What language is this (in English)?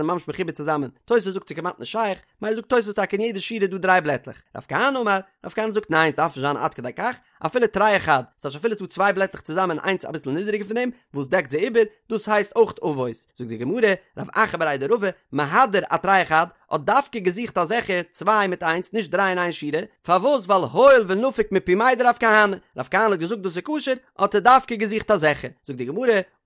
Yiddish